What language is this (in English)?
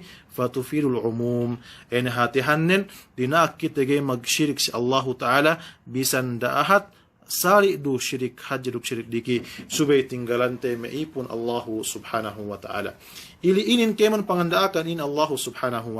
Yakan